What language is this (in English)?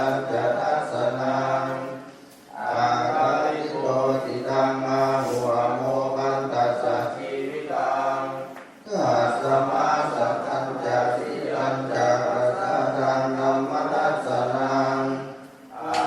Pali